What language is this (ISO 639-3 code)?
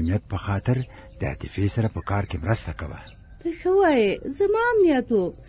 pus